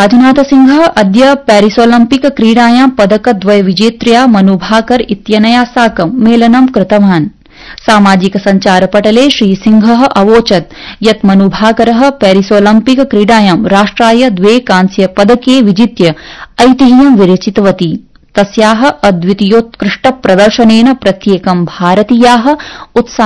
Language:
Sanskrit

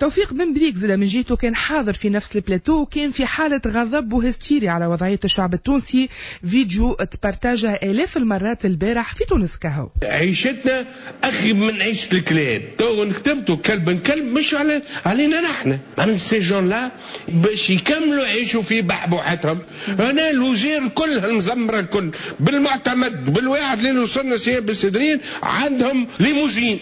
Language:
Tunisian Arabic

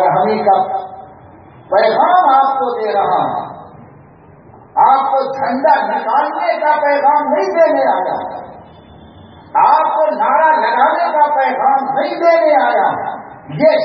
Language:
Urdu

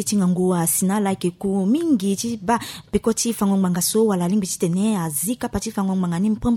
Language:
Sango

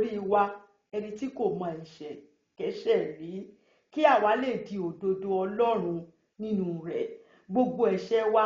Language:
Yoruba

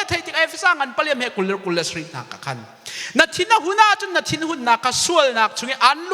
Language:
Hakha Chin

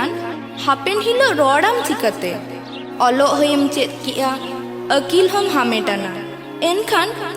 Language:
Santali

